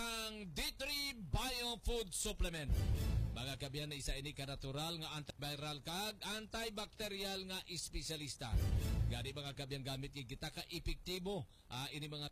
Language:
Hiligaynon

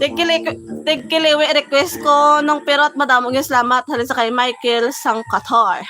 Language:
Hiligaynon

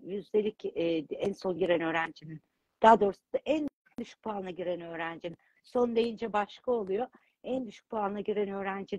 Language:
Turkish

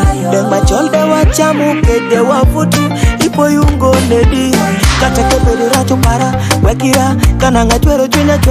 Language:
Nyoro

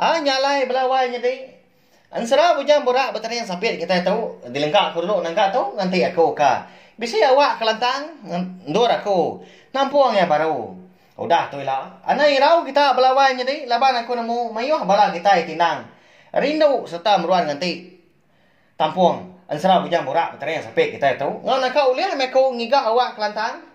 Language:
Iban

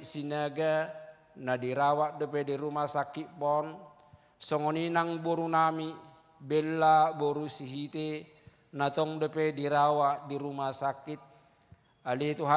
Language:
Batak Toba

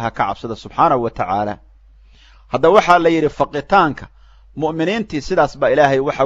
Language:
Somali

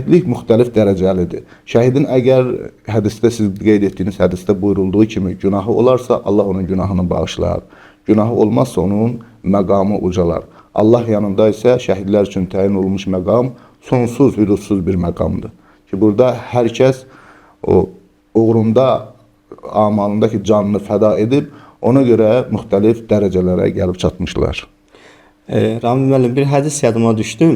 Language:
Azerbaijani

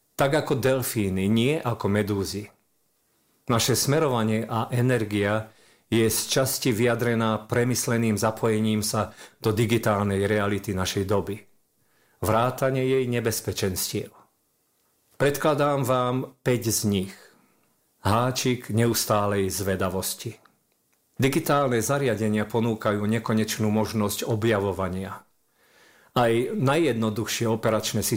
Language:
Slovak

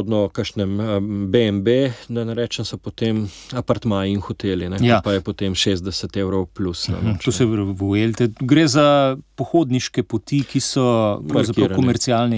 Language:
Slovenian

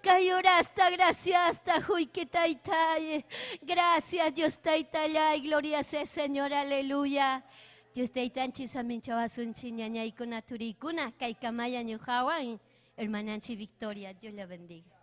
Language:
Ayacucho Quechua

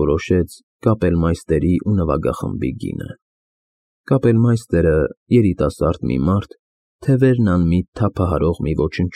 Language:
Armenian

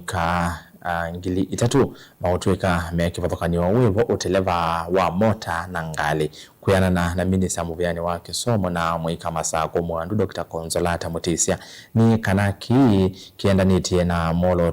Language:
Kamba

